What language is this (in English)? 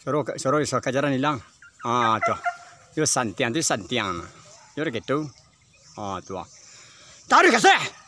Minangkabau